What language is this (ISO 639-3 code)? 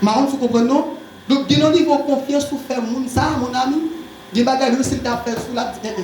hat